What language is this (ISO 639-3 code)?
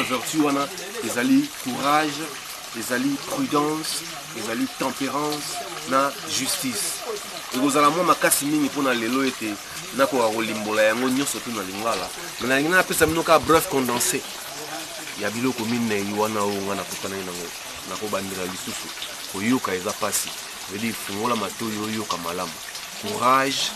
lin